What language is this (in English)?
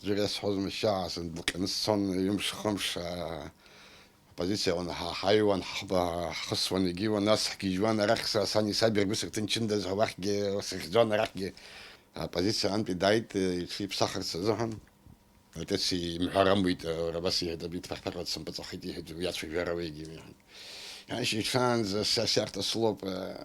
Abkhazian